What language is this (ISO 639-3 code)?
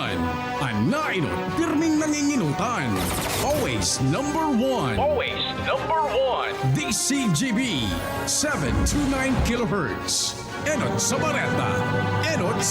bik